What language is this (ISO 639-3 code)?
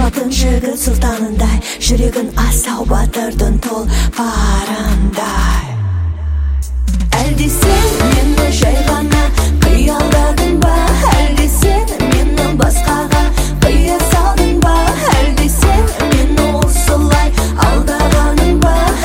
kaz